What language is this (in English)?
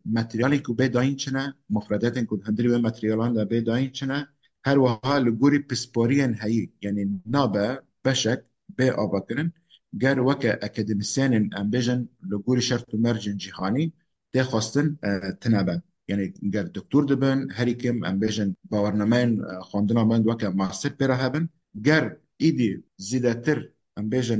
Kurdish